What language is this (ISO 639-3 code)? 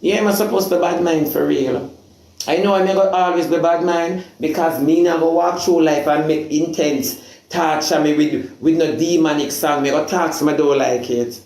jam